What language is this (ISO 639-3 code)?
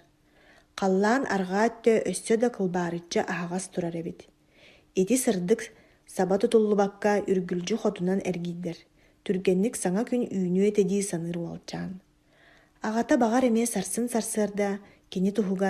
sah